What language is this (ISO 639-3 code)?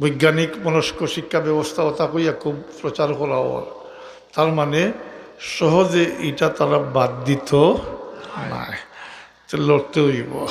syl